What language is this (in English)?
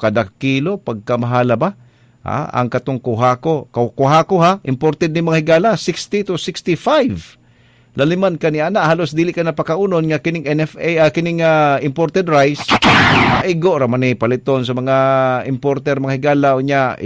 Cebuano